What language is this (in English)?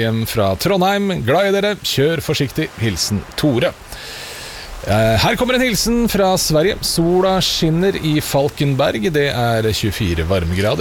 Norwegian